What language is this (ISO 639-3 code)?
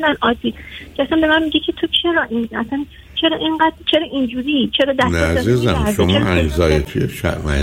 fas